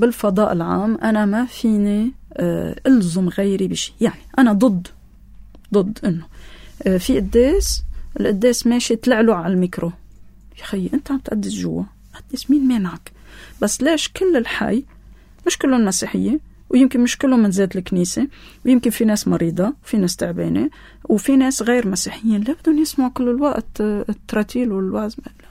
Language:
North Levantine Arabic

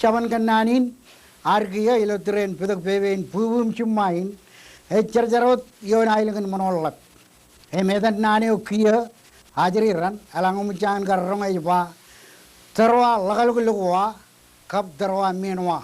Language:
Marshallese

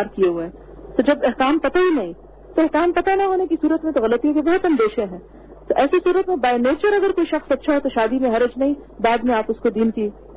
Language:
Urdu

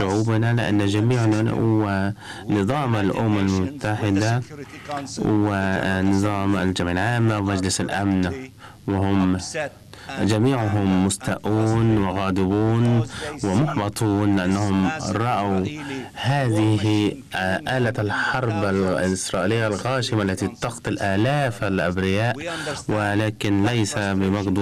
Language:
Arabic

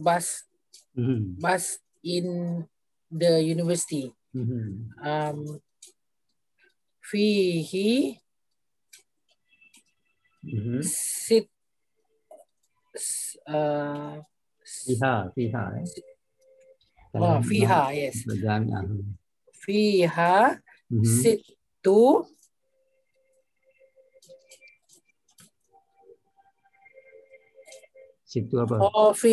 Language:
Malay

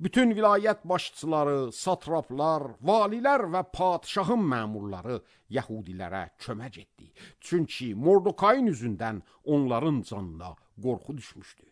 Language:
Azerbaijani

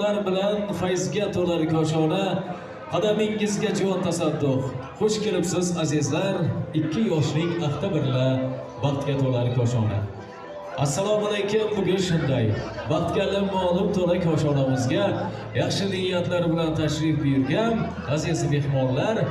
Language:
Uzbek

